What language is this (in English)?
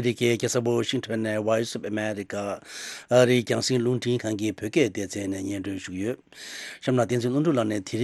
Tibetan